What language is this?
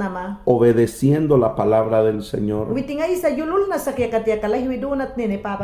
Mayangna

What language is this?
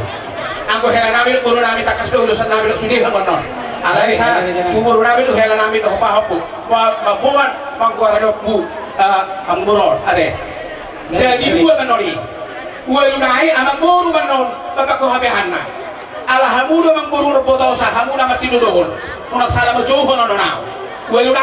Batak Toba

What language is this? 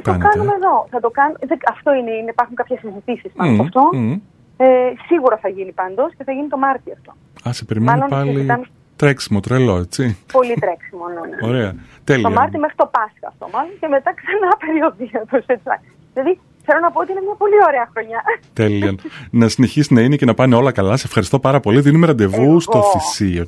Greek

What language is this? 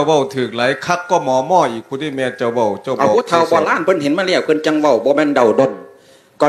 Lao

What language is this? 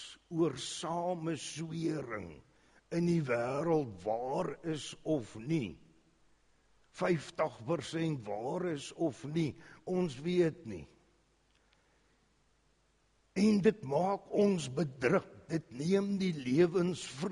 Afrikaans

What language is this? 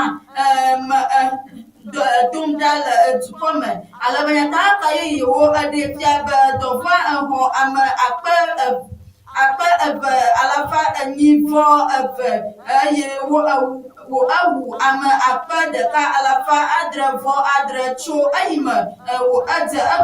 Ewe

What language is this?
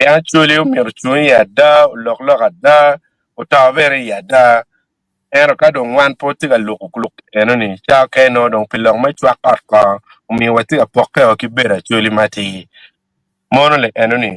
Acoli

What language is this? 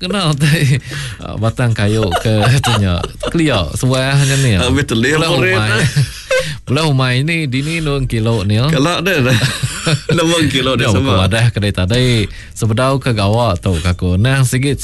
Iban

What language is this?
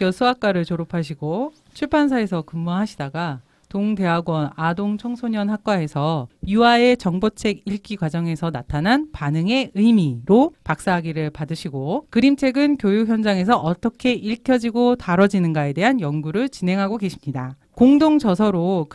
Korean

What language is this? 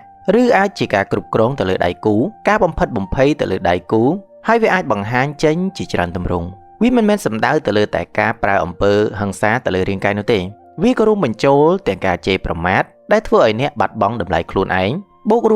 Khmer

